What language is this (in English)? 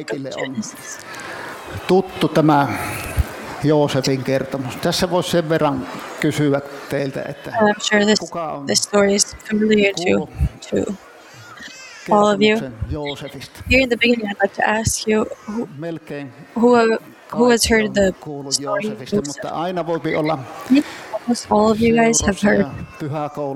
Finnish